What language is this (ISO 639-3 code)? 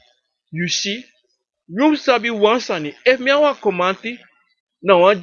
srn